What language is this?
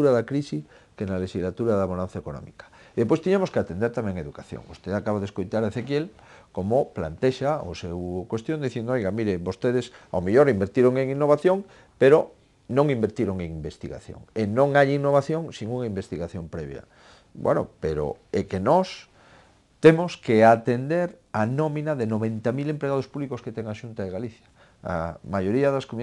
Galician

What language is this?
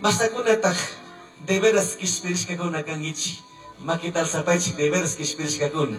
Chimborazo Highland Quichua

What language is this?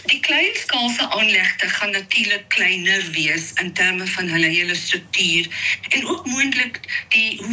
Afrikaans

